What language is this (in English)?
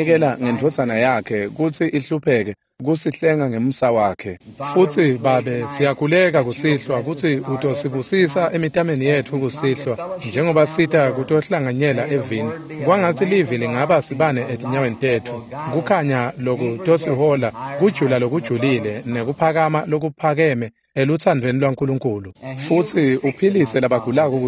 Swati